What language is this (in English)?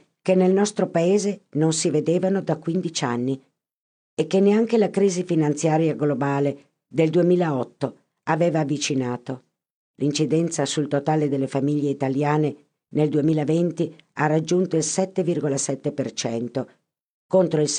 Italian